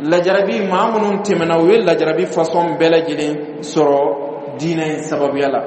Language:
Bambara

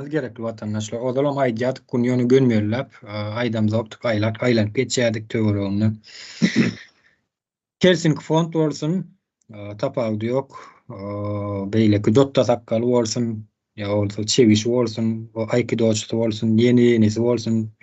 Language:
Turkmen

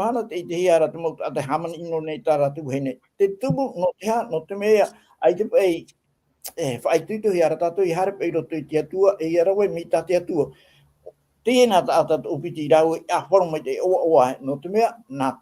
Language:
Tahitian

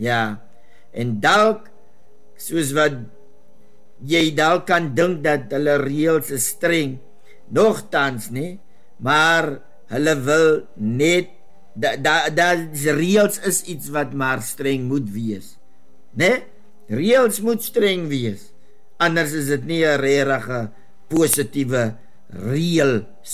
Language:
Afrikaans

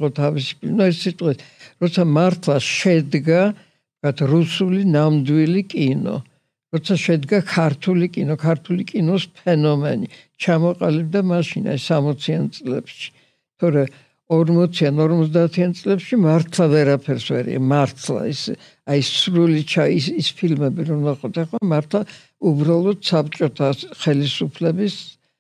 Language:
Georgian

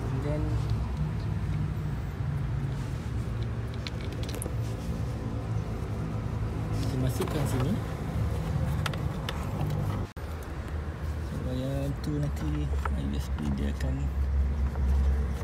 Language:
Malay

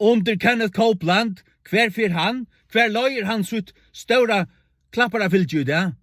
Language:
Faroese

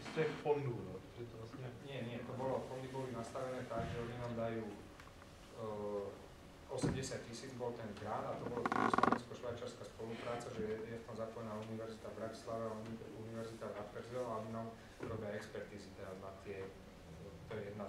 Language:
Slovak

